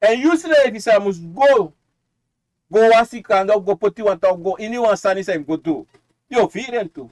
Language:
Sranan Tongo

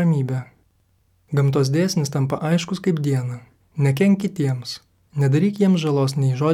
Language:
Lithuanian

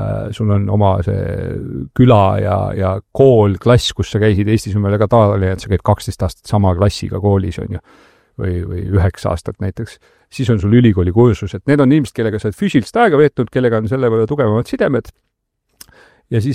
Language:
Estonian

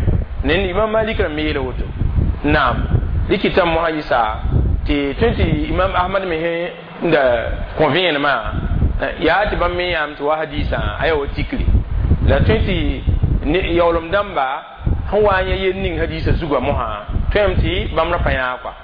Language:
Mossi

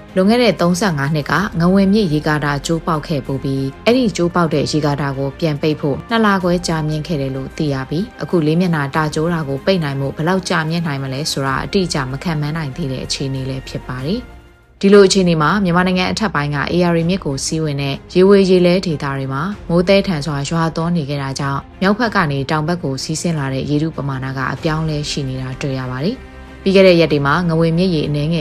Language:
Burmese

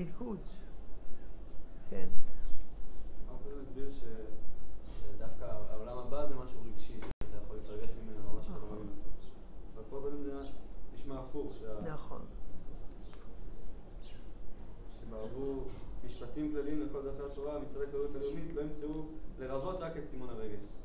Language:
Hebrew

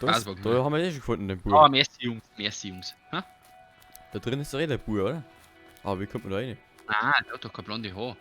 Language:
Bavarian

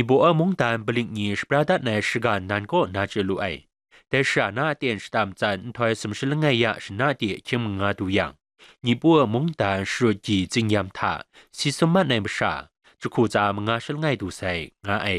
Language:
Kachin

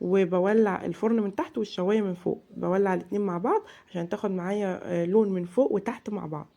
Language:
Egyptian Arabic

